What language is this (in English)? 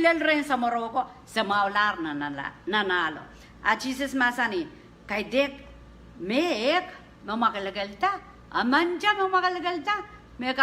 Pohnpeian